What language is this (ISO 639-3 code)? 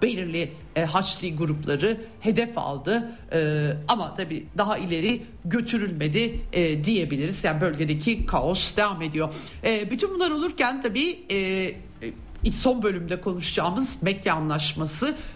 tur